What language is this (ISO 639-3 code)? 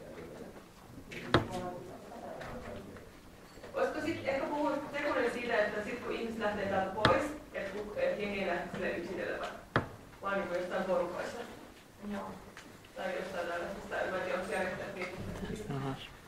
fin